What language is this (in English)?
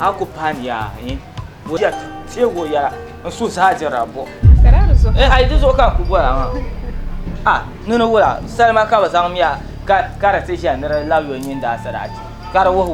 Dagbani